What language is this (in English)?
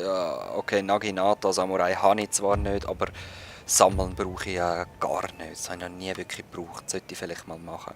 Swiss German